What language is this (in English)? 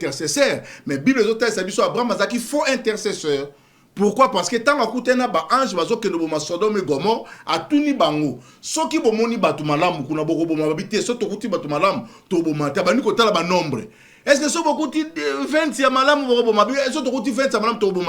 Lingala